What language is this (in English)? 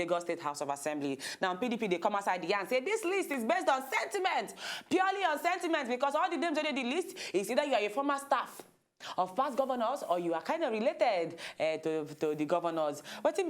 Nigerian Pidgin